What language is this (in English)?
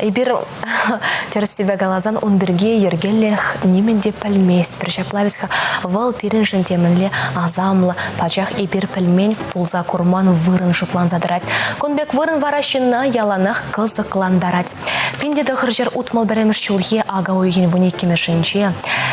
Chuvash